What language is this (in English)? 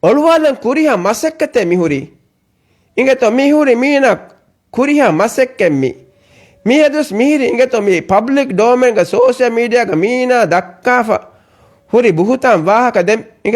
Divehi